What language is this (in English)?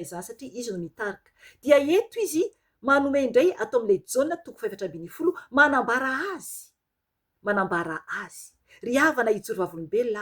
Malagasy